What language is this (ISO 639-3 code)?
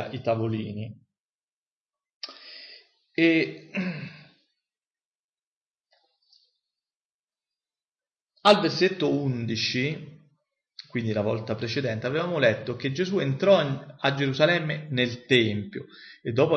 ita